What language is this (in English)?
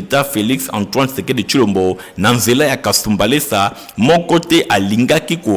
Lingala